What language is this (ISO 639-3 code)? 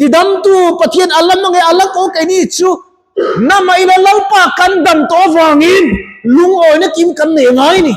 lus